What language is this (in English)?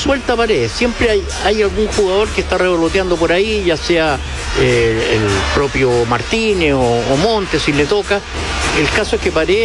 Spanish